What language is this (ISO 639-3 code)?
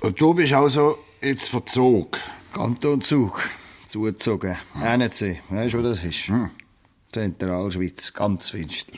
gsw